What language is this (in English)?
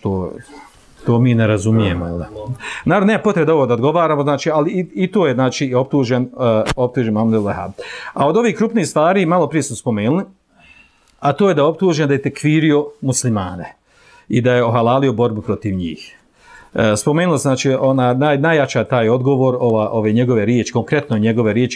Bosnian